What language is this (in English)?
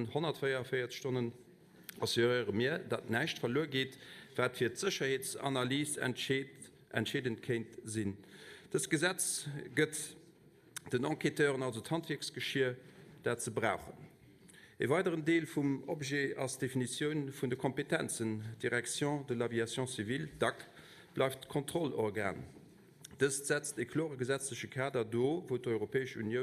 Luxembourgish